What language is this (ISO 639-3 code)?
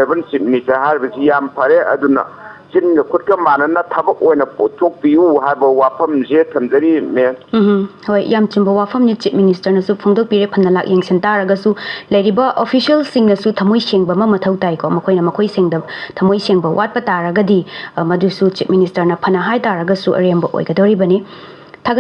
mni